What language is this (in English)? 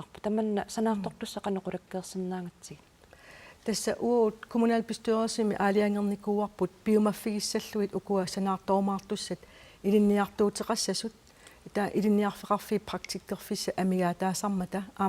Kalaallisut